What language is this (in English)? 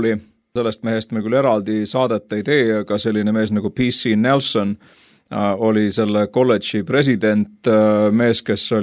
Estonian